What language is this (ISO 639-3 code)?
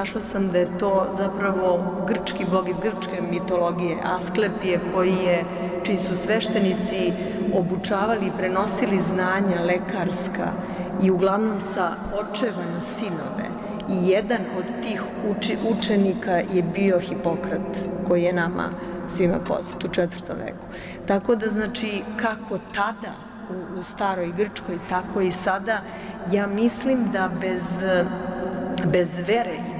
srp